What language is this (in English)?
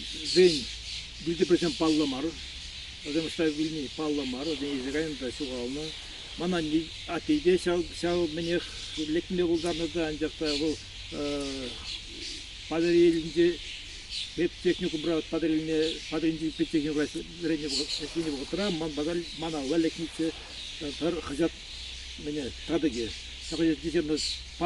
Chuvash